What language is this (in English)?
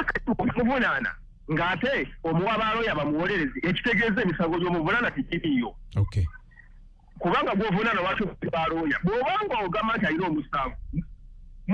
Ganda